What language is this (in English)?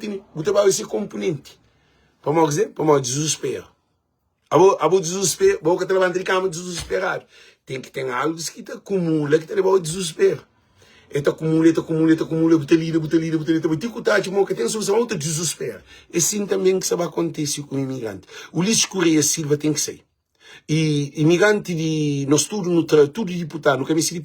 Kabuverdianu